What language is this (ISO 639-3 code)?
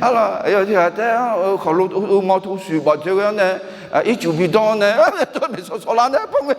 ahk